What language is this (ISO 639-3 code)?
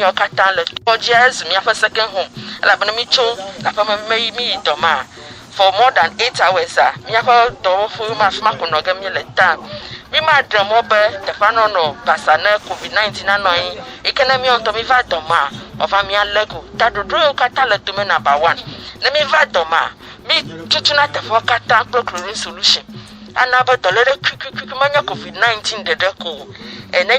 ewe